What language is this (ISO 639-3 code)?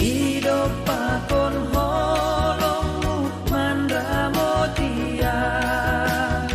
bts